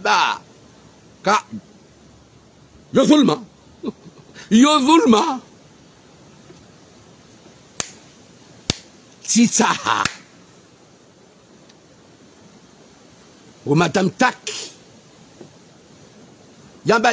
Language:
Swahili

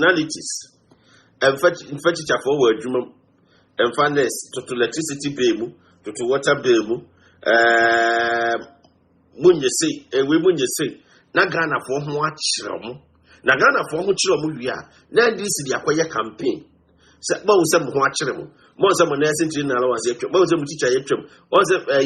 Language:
Akan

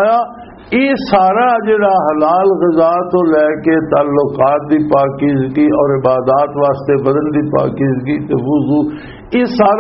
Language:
Western Panjabi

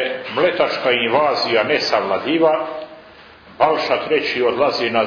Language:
Serbian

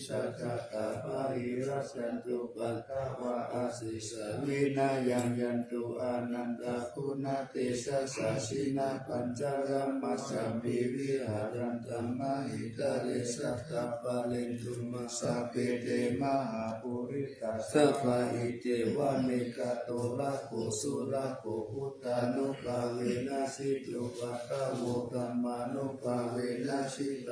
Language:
Pali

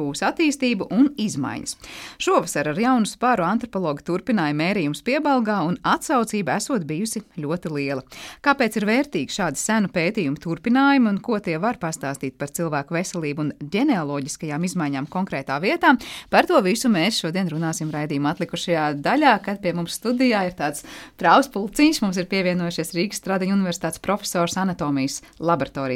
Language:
Latvian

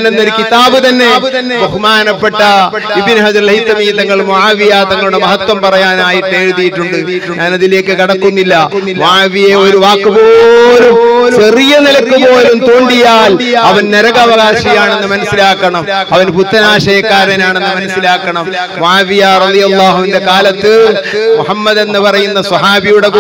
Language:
Malayalam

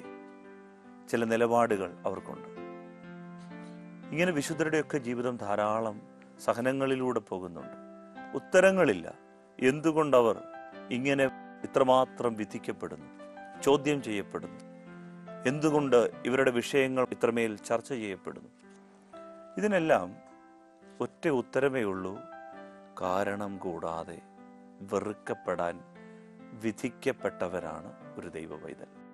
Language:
Malayalam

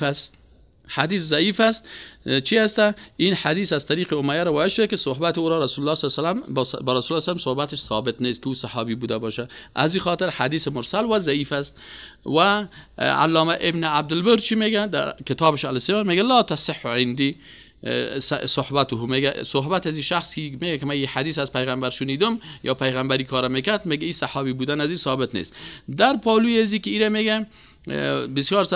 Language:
Persian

